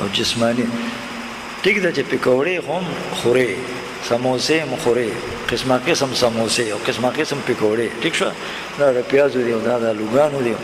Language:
Pashto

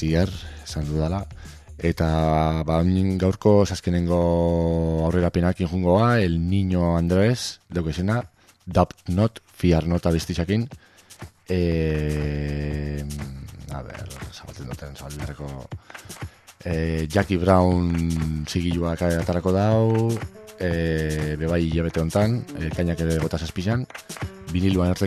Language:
Basque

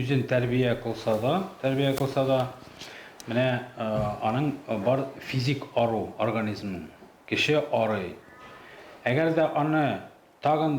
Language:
Tatar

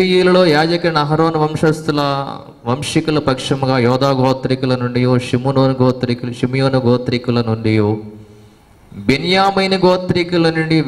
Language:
Telugu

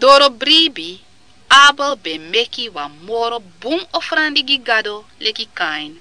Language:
Sranan Tongo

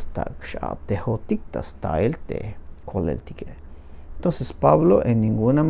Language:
Tzeltal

